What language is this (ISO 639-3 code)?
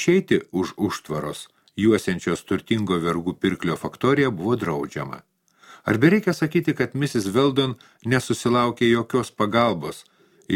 lit